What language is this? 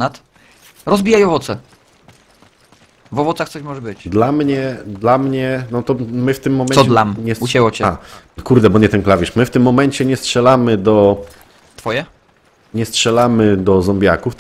Polish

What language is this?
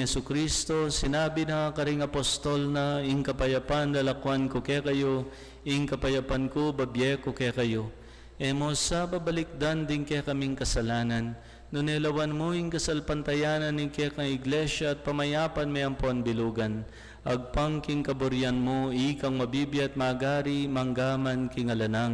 Pampanga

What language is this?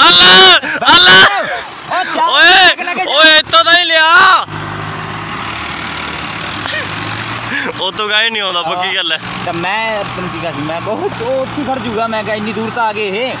Punjabi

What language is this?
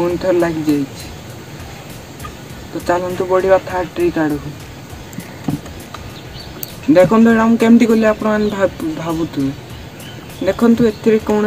Odia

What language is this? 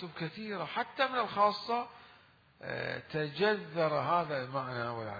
Mesopotamian Arabic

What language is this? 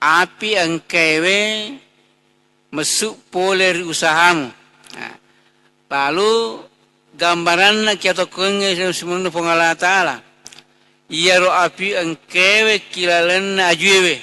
Buginese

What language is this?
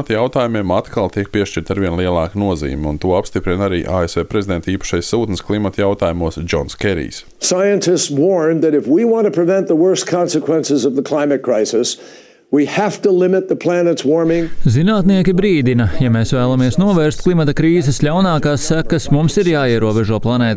Latvian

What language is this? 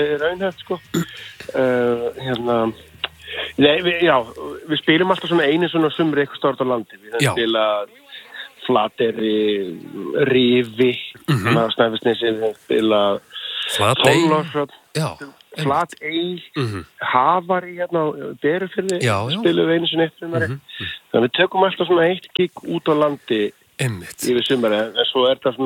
Icelandic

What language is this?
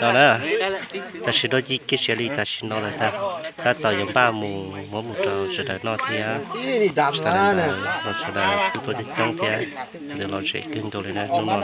Hmong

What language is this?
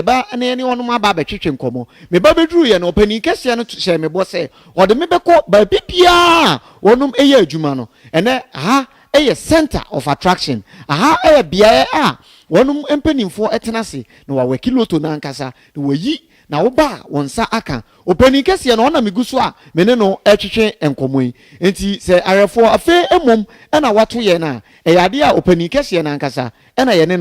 Akan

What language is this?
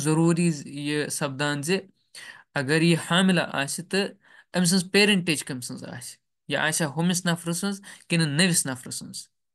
Kashmiri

